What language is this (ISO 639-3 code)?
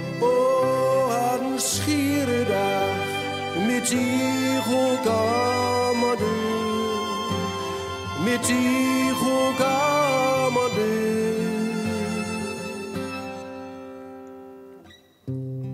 nld